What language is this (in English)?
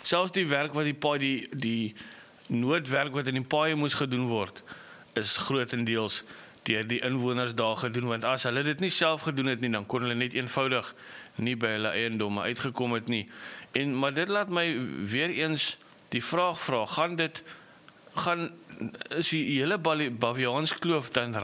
Afrikaans